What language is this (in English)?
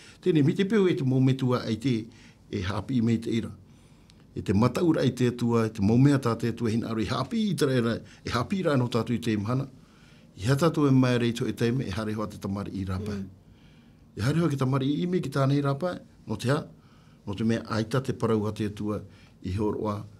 Tahitian